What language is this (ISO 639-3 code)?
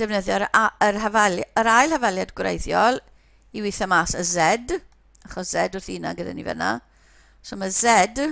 cym